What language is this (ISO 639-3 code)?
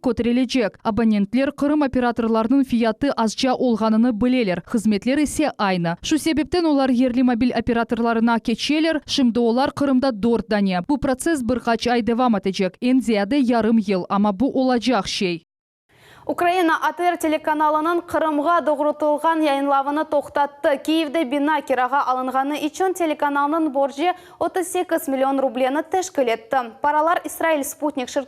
crh